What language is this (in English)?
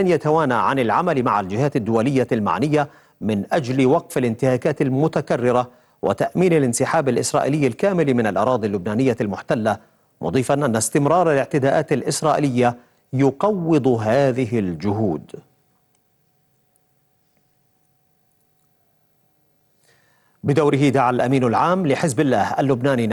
Arabic